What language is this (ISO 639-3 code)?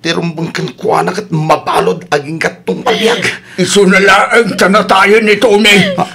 ilo